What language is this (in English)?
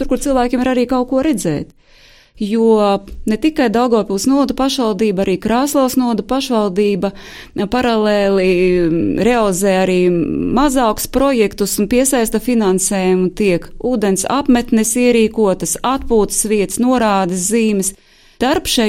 Latvian